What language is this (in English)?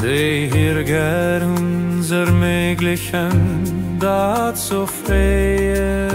Luxembourgish